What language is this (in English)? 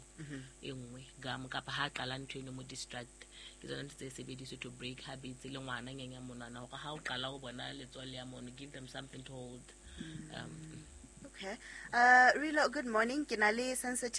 Southern Sotho